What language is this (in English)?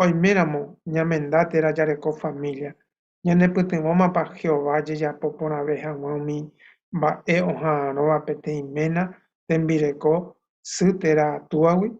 Guarani